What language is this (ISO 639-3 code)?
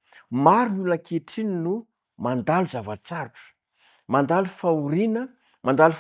mlg